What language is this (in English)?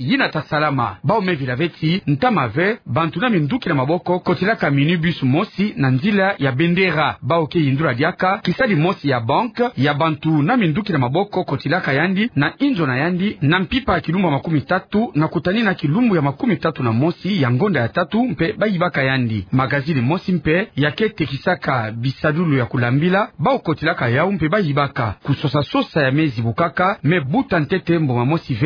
Kituba (Democratic Republic of Congo)